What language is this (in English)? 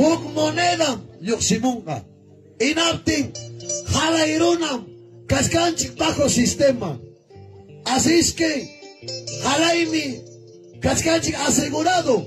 Ayacucho Quechua